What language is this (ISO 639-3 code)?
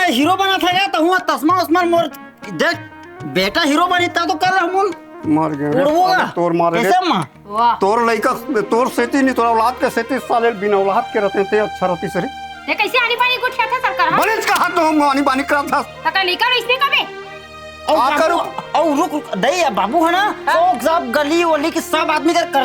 hne